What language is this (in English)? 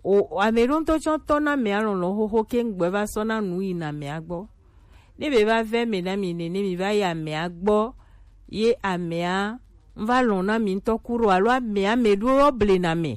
Gen